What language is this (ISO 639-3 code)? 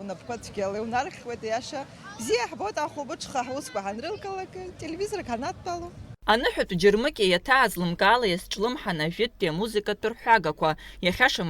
abk